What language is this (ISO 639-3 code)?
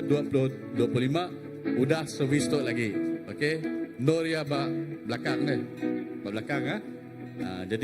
iba